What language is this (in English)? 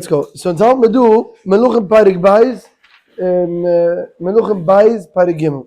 Yiddish